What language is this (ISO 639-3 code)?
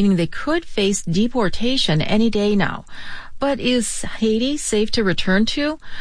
eng